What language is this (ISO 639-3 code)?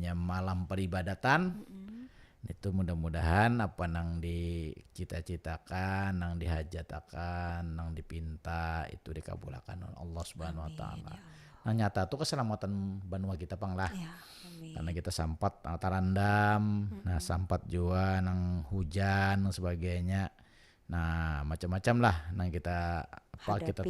bjn